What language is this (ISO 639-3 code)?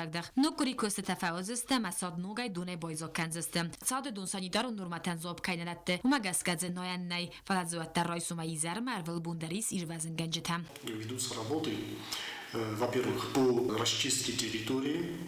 oss